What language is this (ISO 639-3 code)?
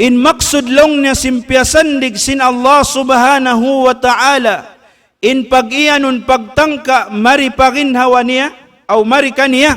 tsg